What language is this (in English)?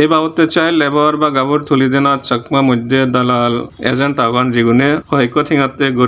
Chakma